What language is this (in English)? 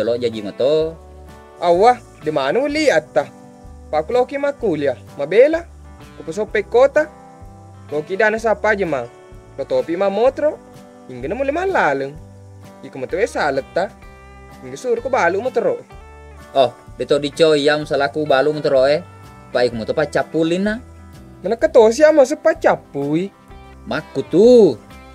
Buginese